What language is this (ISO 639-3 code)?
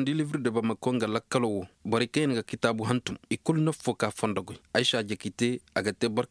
ses